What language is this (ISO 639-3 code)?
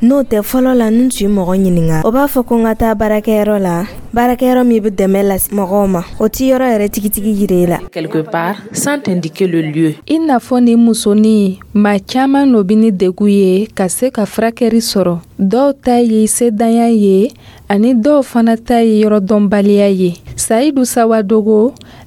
dyu